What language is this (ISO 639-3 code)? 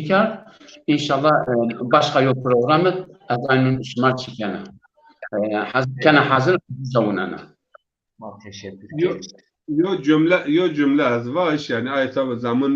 zza